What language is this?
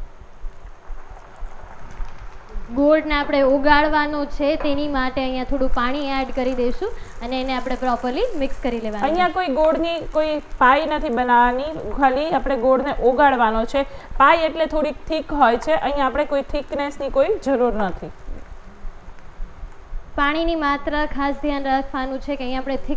Gujarati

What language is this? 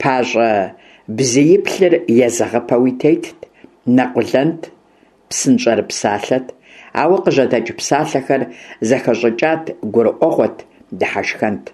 Kabardian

